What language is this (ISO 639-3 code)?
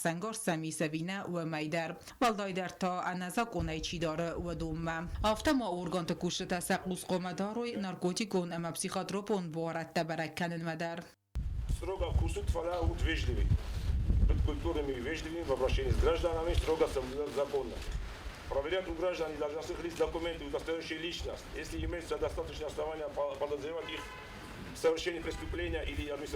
oss